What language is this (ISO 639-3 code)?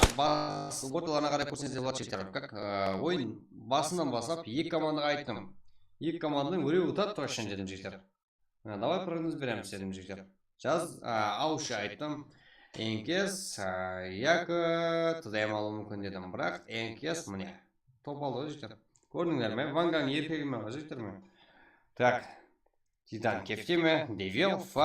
kaa